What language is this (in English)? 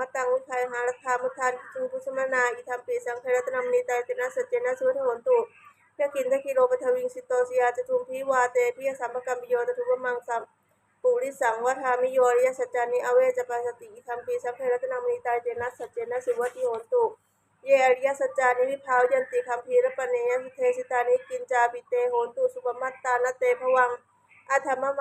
Pali